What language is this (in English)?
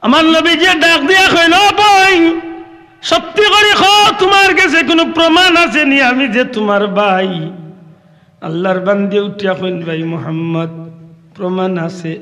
Sylheti